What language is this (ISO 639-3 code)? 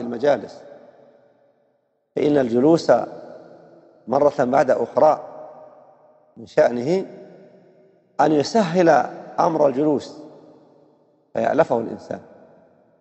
ara